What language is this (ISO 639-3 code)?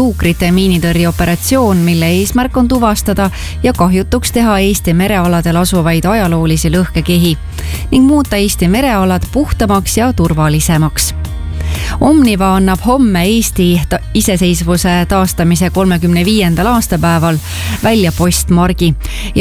est